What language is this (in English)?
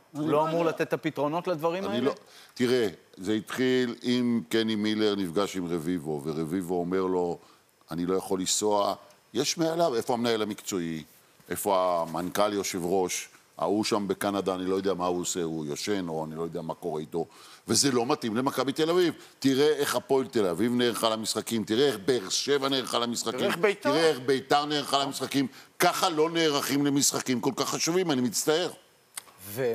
Hebrew